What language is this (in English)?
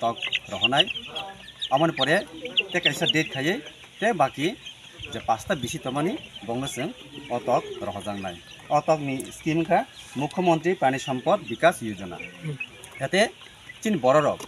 Kok Borok